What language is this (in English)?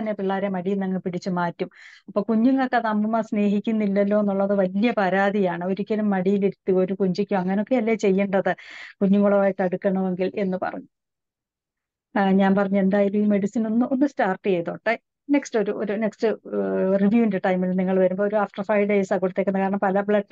Malayalam